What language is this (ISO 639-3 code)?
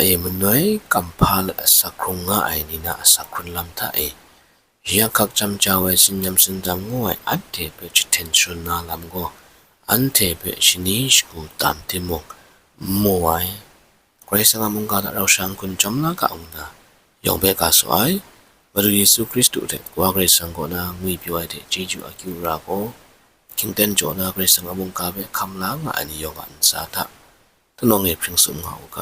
kac